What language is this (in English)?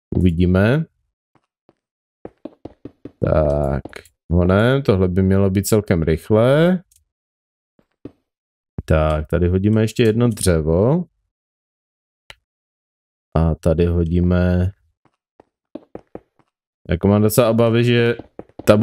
Czech